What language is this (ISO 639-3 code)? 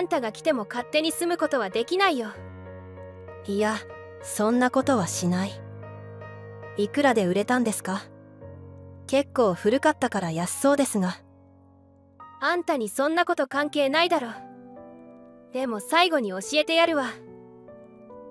jpn